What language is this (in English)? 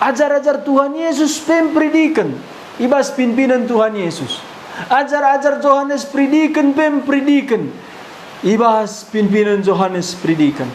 Batak Karo